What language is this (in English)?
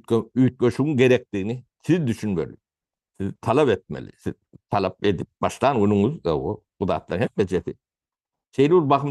Turkmen